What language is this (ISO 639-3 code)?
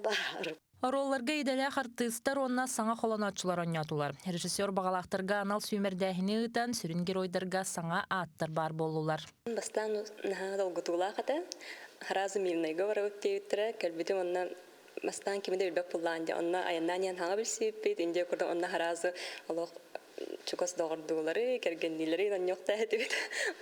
sah